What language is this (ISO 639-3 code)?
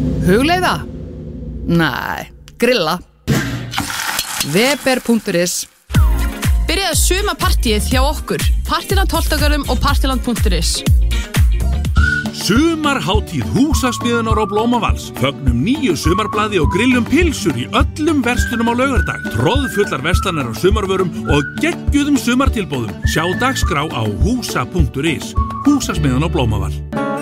isl